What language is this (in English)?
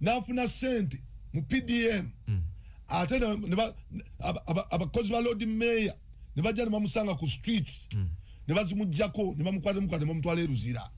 Ganda